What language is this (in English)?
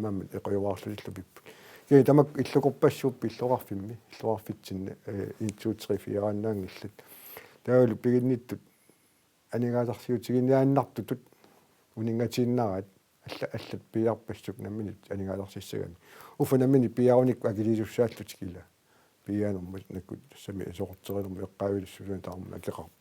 Kalaallisut